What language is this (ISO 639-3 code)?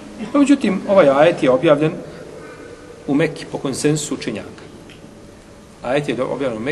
bos